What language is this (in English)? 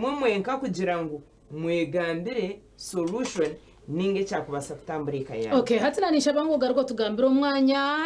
Nyankole